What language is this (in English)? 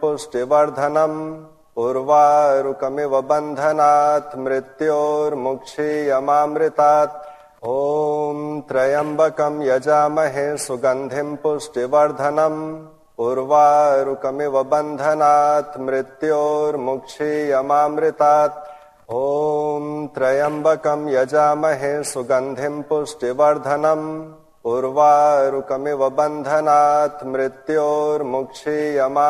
Sanskrit